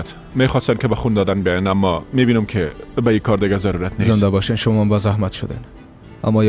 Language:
Persian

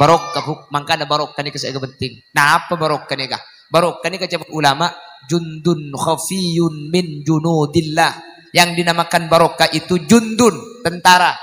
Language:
Madurese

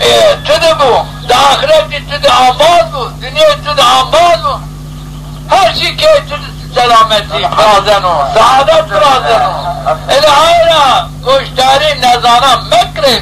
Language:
Zaza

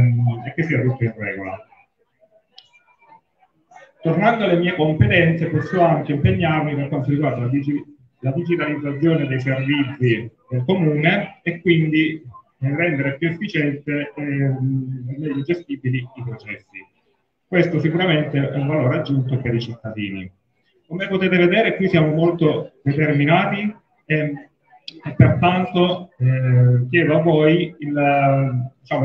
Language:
Italian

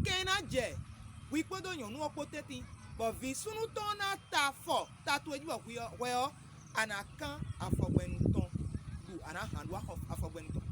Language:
Fon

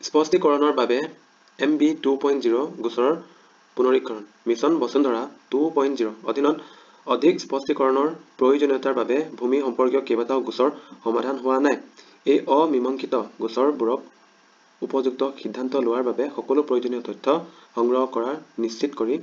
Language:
Assamese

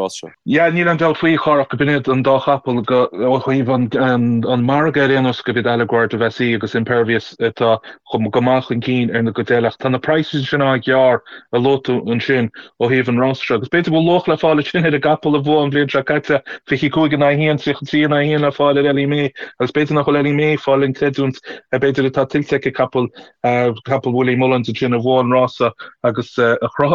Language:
Irish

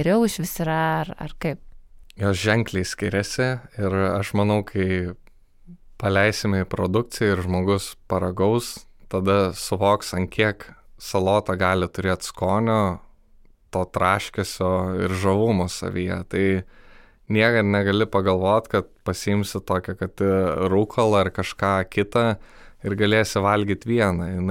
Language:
Lithuanian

